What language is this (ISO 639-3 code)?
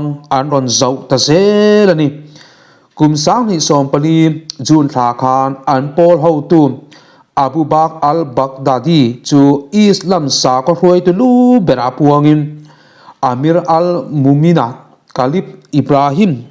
lus